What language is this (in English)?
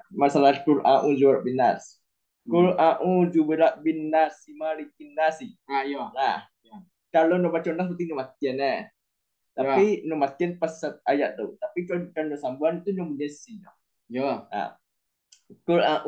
Minangkabau